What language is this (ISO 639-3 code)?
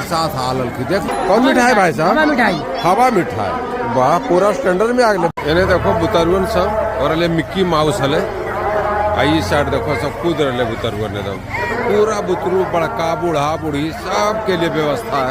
mag